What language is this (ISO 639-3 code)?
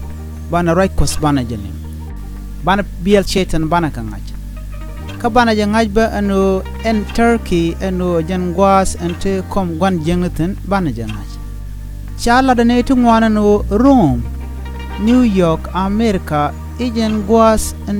nus